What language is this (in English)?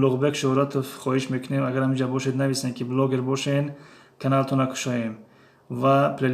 Tajik